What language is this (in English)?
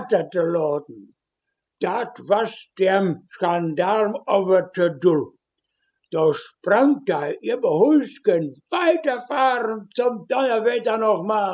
Westphalien